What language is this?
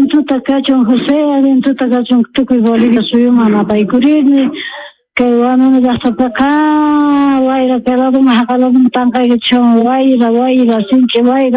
South Bolivian Quechua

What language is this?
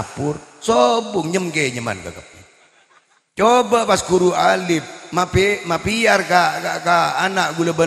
Madurese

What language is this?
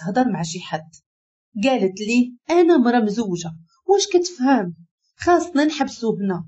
Moroccan Arabic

